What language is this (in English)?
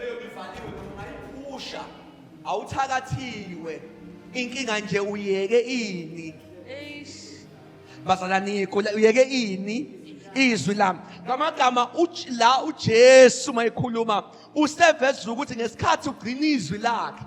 Zulu